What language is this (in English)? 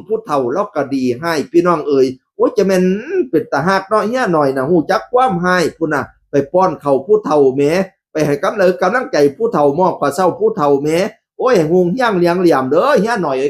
Northeastern Thai